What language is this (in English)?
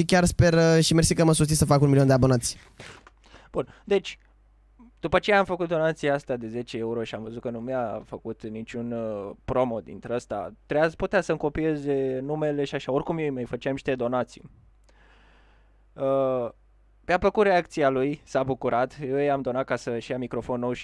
Romanian